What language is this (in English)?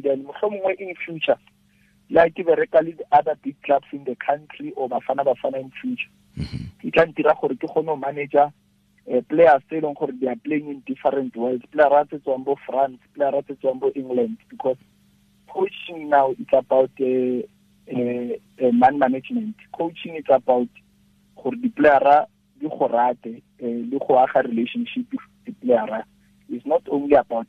Tswana